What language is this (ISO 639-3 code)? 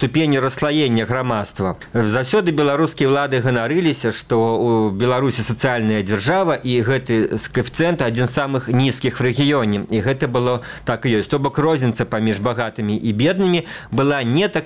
bel